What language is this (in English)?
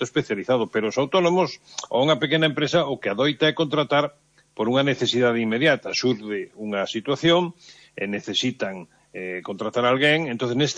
Galician